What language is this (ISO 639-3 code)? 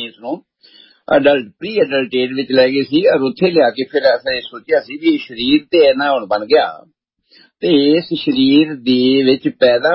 pan